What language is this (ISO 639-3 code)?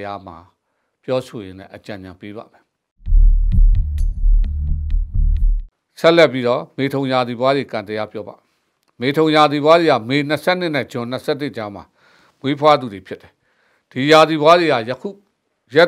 mya